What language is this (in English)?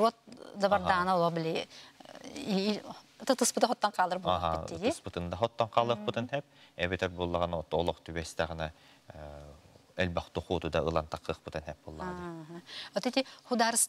Yakut